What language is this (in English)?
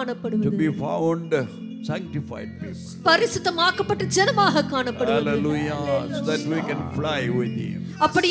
Tamil